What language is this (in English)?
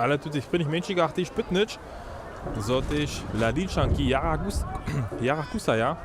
Upper Sorbian